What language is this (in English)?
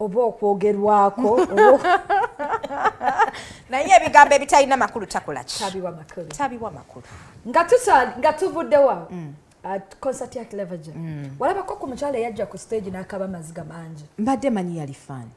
Ganda